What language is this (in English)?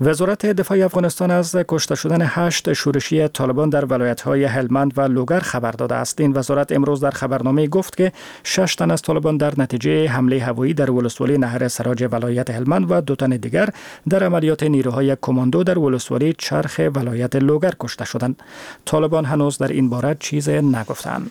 Persian